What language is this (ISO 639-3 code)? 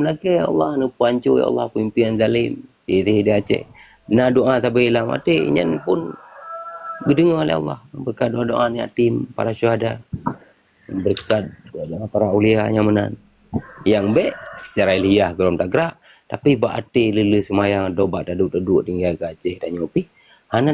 ace